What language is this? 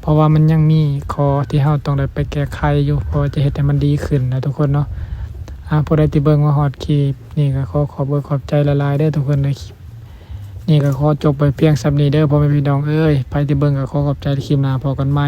Lao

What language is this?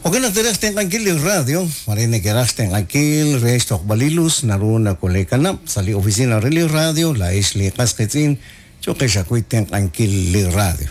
Kekchí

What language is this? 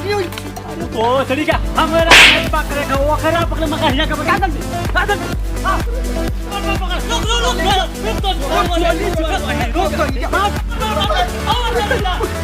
Magahi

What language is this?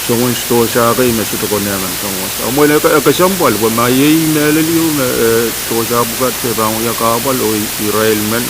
Pohnpeian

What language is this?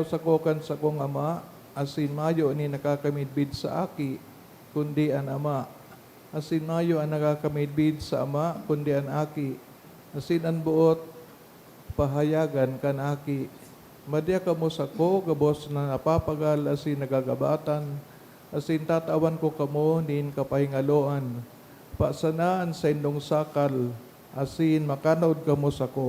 Bikol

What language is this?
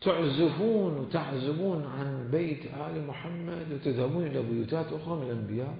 Mesopotamian Arabic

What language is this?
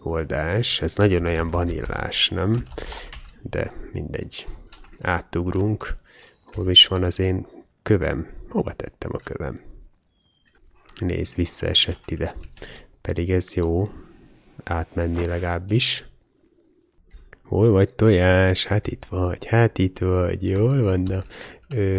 Hungarian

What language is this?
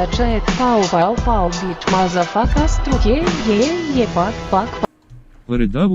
Rusyn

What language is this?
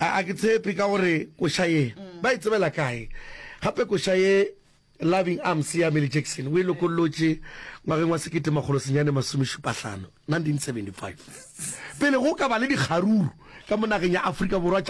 Northern Sotho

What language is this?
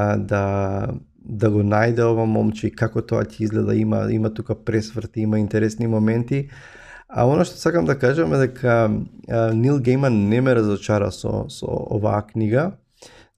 Macedonian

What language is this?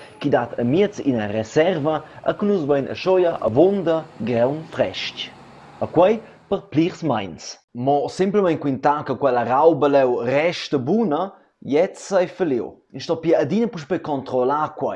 Romansh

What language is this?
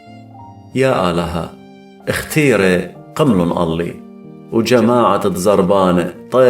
Assyrian Neo-Aramaic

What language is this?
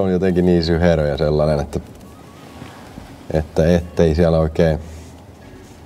Finnish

